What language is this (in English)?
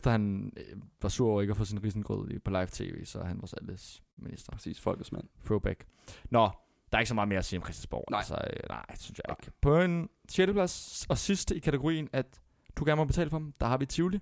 Danish